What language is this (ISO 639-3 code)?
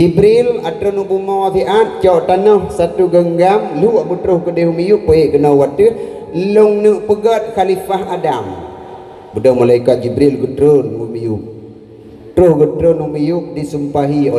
ace